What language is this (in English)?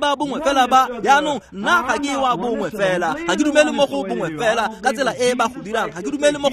Tswana